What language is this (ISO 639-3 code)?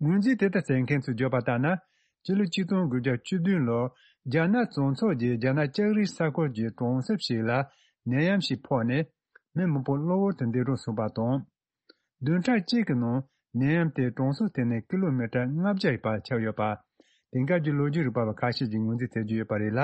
bod